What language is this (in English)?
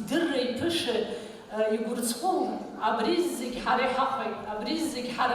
Abkhazian